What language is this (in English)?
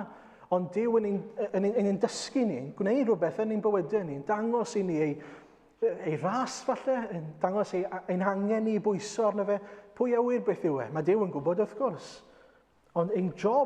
Welsh